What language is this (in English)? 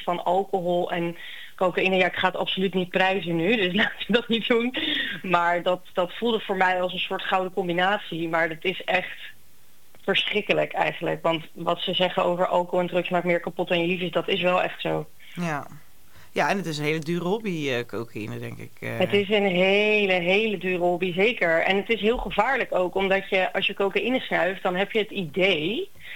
Dutch